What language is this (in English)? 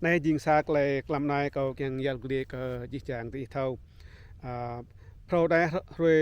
Rade